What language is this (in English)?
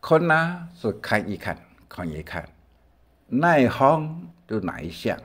Hakka Chinese